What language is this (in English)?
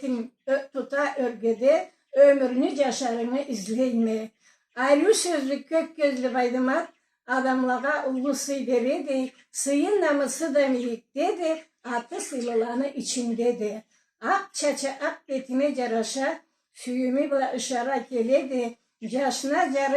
Karachay-Balkar